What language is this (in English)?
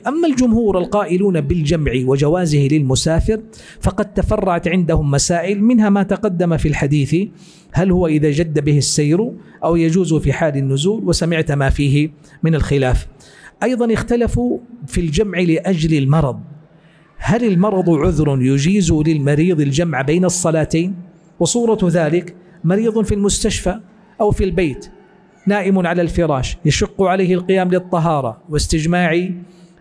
Arabic